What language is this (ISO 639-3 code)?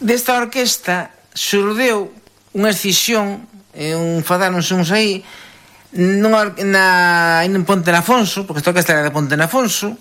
glg